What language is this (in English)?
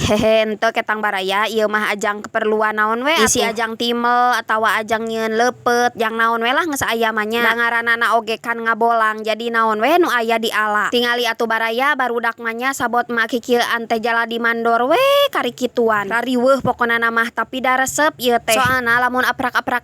Sundanese